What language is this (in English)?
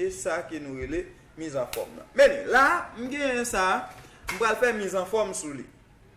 Haitian Creole